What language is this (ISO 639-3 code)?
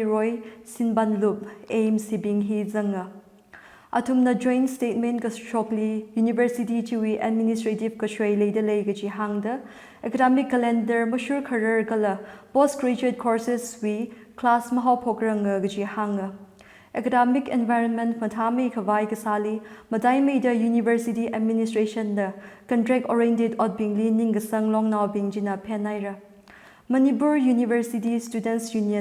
nmf